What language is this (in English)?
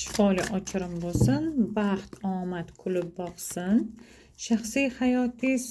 Uzbek